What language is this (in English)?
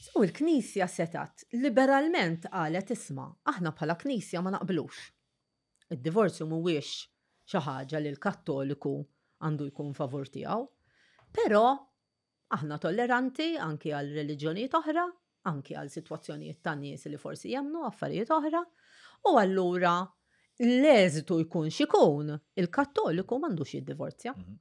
Maltese